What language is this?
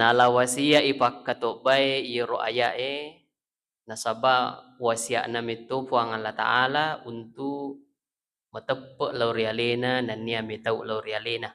Buginese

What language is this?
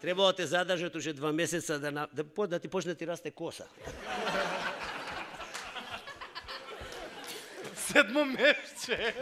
Macedonian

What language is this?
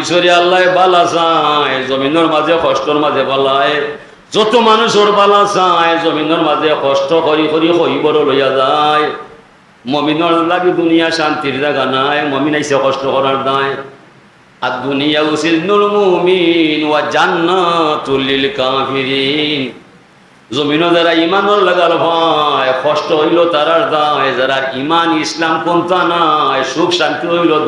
Sylheti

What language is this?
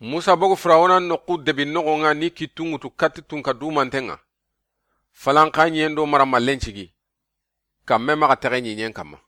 Soninke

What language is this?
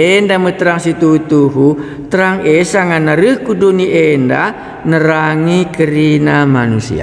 Batak Karo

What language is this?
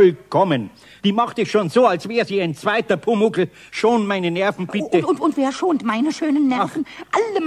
German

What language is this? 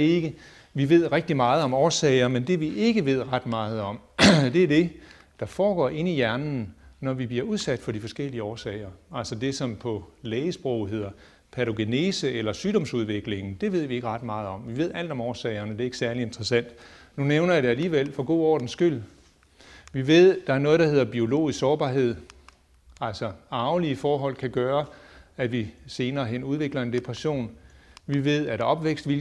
Danish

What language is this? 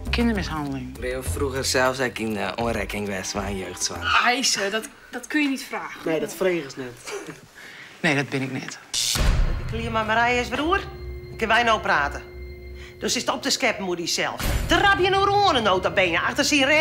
Western Frisian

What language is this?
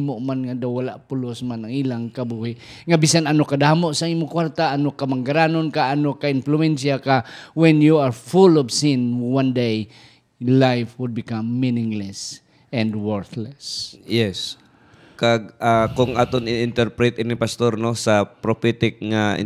Hiligaynon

